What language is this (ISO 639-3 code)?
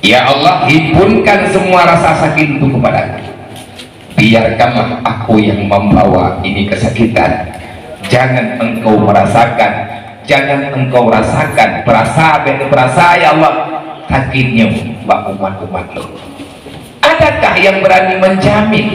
ace